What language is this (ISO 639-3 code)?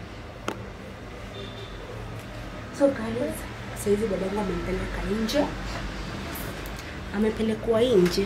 swa